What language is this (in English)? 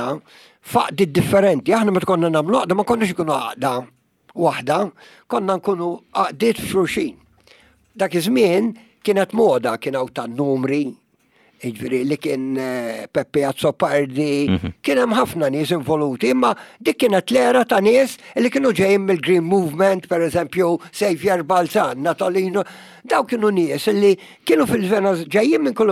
Maltese